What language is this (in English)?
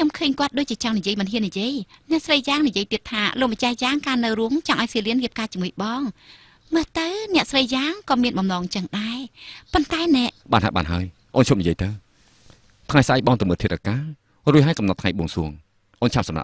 Khmer